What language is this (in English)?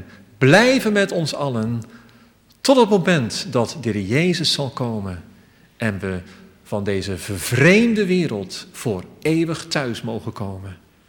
Dutch